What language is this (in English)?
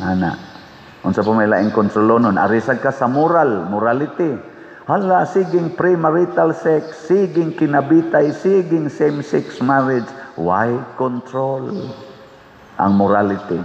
Cebuano